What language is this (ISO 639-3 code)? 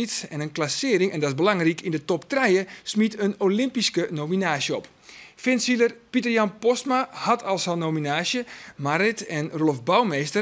fry